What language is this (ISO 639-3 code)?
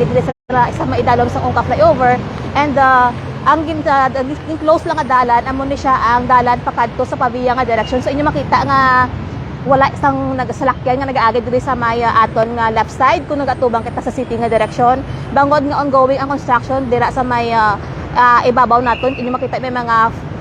hil